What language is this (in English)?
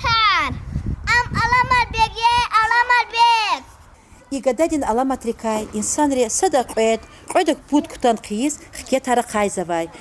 Lezghian